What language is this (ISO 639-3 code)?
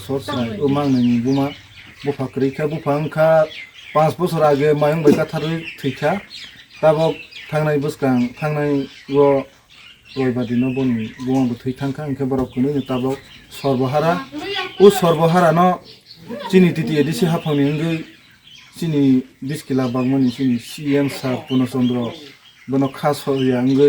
trp